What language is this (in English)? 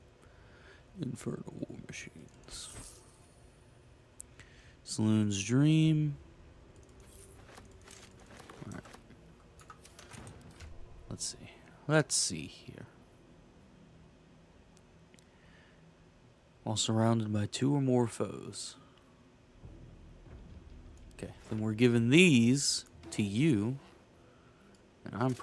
English